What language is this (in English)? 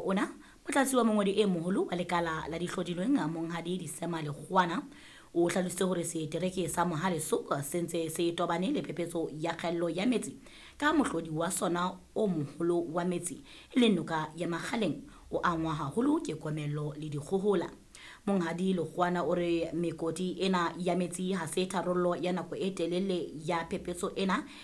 Southern Sotho